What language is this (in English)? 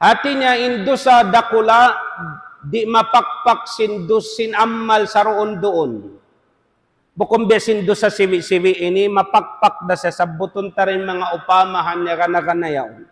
Tausug